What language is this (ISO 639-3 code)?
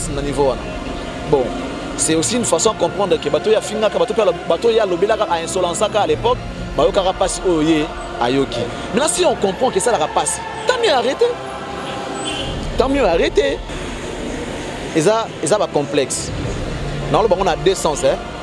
fra